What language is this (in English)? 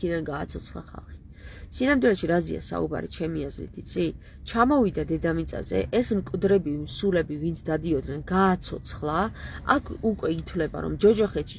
Georgian